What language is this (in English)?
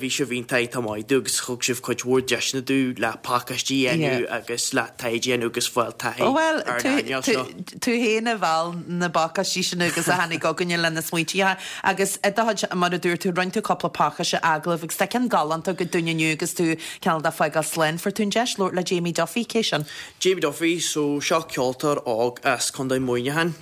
Irish